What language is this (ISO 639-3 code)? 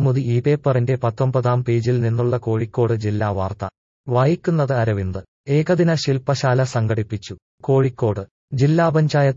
mal